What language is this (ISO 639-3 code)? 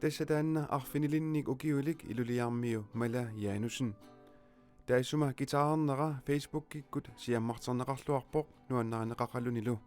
kal